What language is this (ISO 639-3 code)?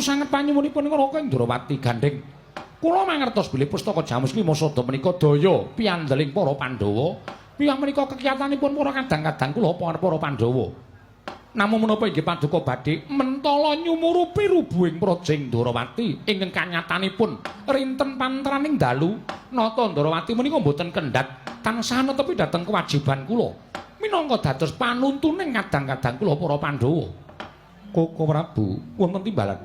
jav